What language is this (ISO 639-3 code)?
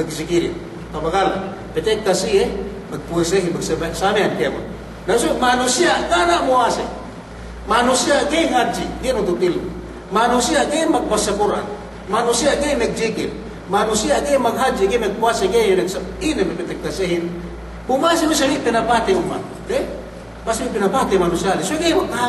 yka